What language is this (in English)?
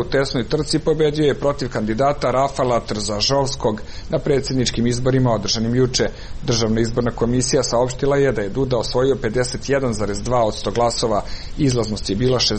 Serbian